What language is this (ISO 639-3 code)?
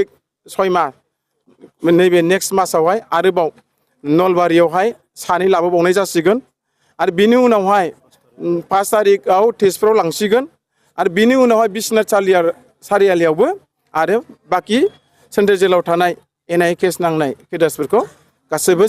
brx